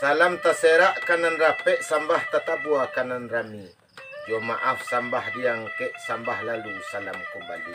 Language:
Minangkabau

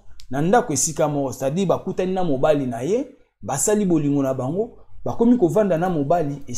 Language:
Lingala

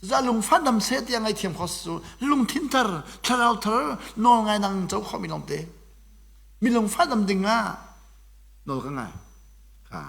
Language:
Hakha Chin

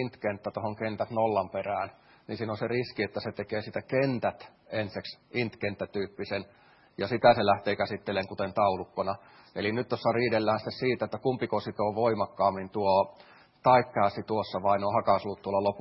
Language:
Finnish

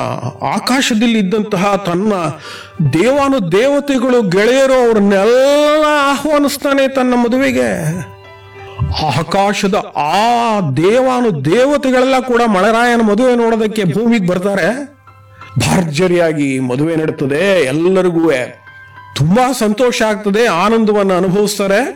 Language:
Kannada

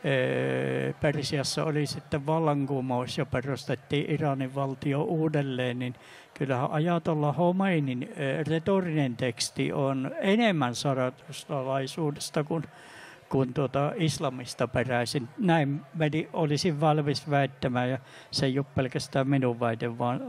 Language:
Finnish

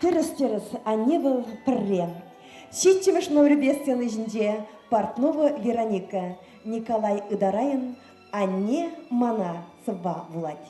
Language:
Chuvash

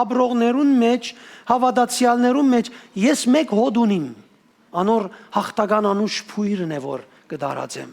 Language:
Western Armenian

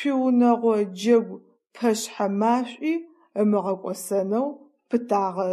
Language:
Adyghe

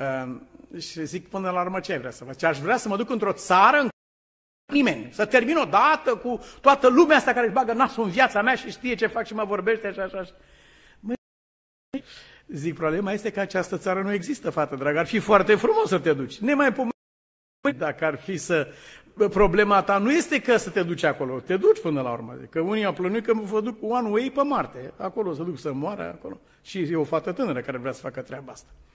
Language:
Romanian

